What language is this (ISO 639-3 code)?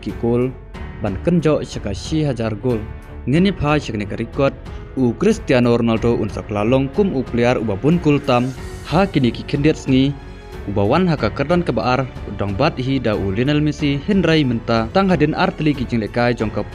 kha